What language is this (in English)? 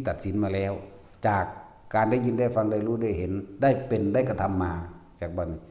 Northeastern Thai